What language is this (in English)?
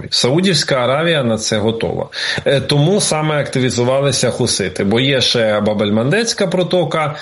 Ukrainian